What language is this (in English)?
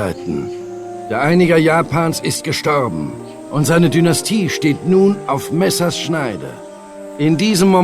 Bavarian